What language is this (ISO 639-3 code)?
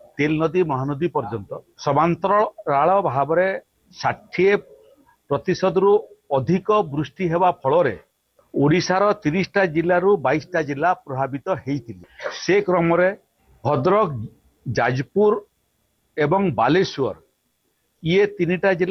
ori